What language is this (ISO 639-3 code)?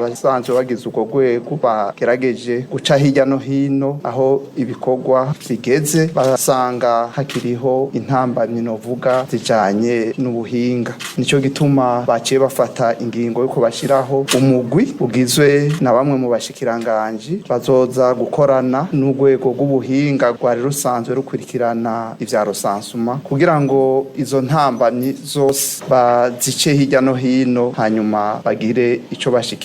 run